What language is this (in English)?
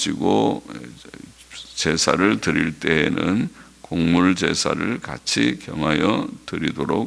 Korean